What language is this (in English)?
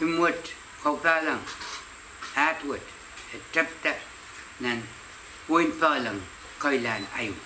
Pohnpeian